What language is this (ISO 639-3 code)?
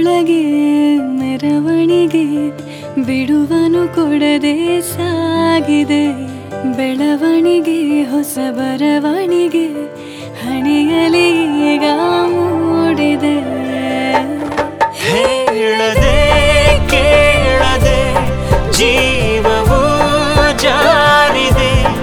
kan